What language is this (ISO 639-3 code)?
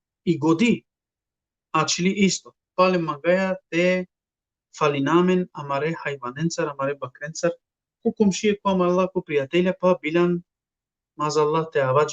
rmn